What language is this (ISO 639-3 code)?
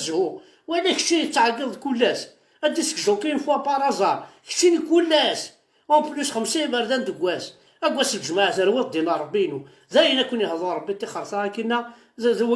kab